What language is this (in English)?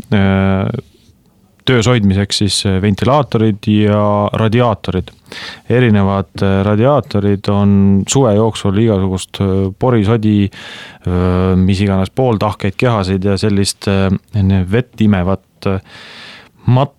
Estonian